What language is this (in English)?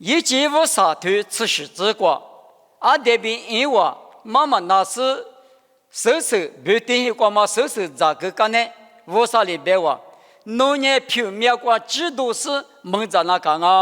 Lisu